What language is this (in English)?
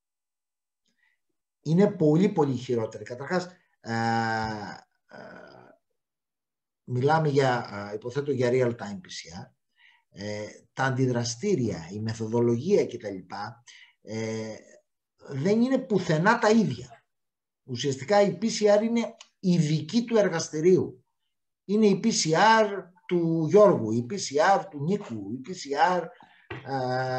Greek